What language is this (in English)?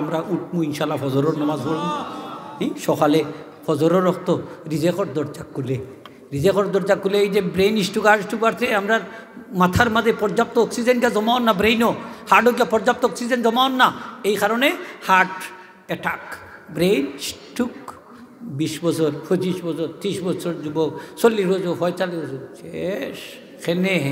Sylheti